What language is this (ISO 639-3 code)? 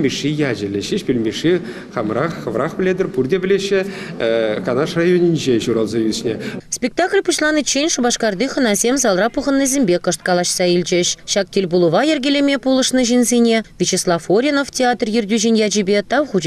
chv